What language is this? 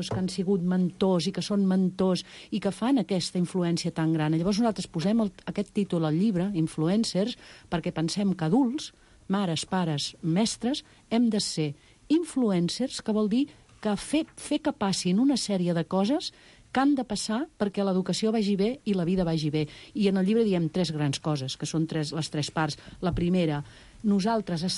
Catalan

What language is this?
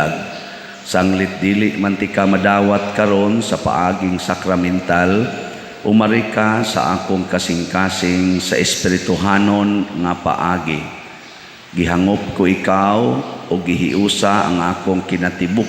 Cebuano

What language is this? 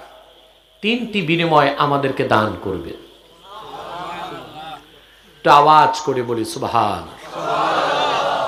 Bangla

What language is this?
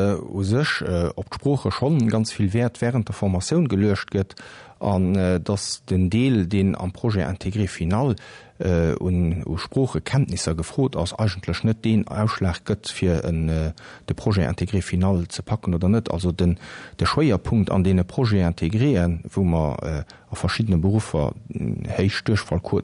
Luxembourgish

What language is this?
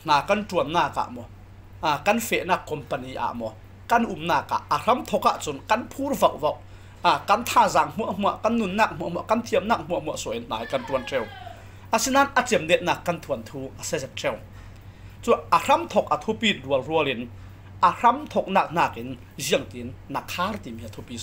Falam Chin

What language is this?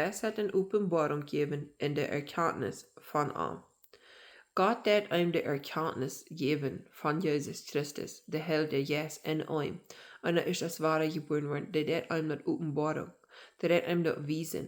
Plautdietsch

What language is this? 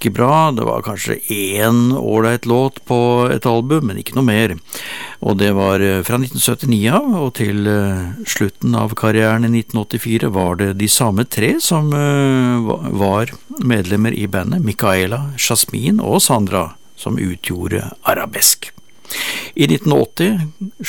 Norwegian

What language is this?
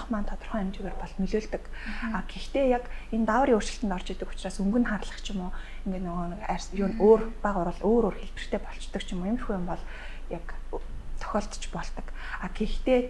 Mongolian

